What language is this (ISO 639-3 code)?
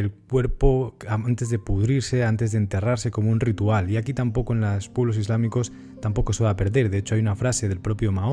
spa